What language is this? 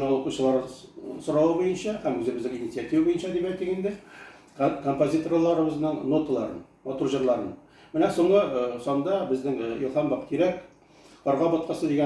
Tatar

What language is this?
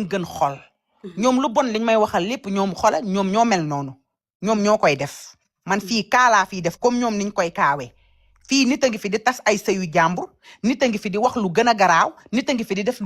Wolof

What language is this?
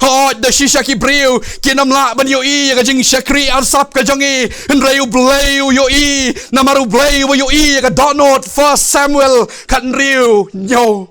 Khasi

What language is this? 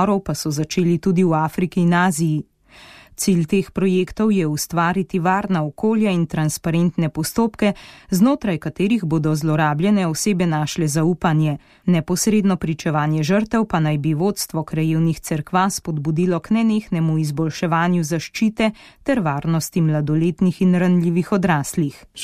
Slovenian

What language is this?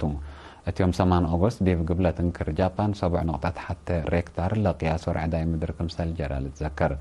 Tigre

